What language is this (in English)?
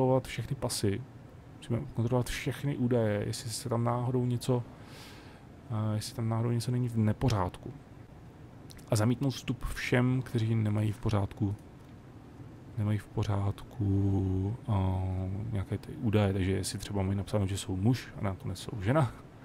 Czech